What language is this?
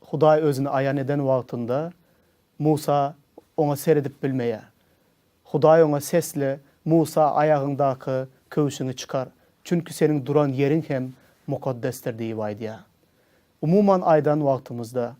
Turkmen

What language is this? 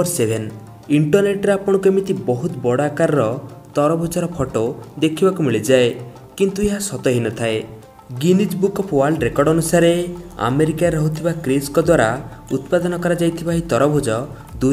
Odia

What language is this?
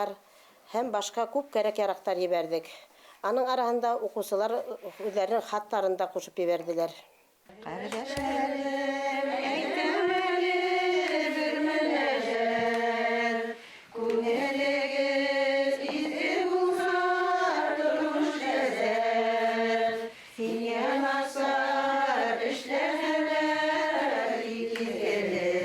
Bashkir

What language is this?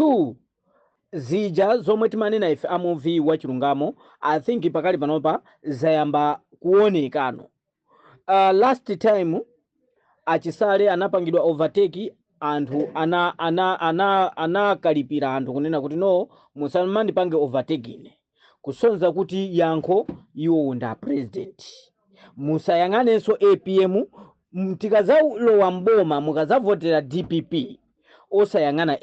Nyanja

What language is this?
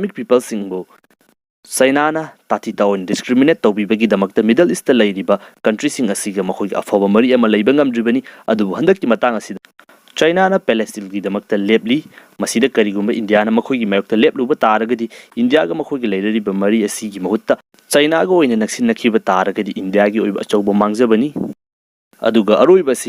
Manipuri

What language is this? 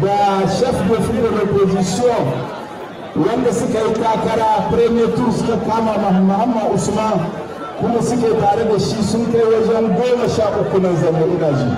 Hausa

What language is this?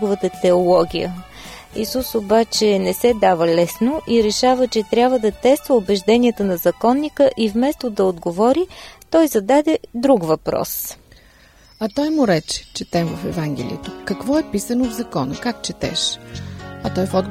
Bulgarian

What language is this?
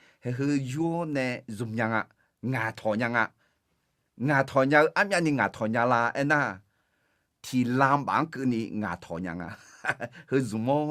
Akha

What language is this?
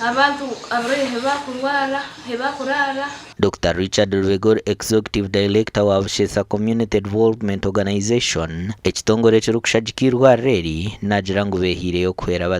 Nyankole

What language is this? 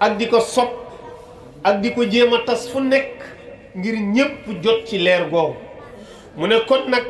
Wolof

